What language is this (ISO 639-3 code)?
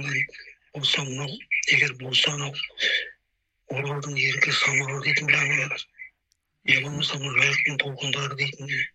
kaz